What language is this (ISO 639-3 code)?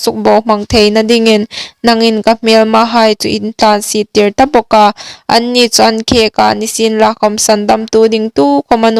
hmr